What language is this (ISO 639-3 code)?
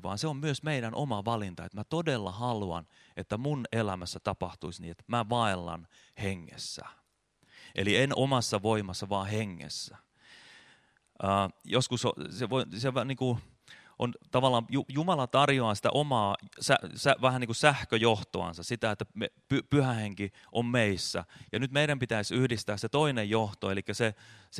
fin